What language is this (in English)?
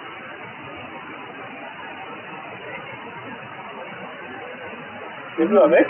German